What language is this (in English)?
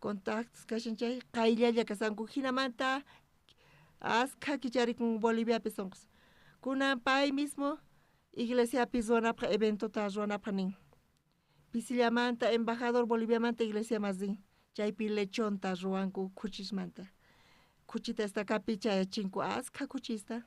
South Bolivian Quechua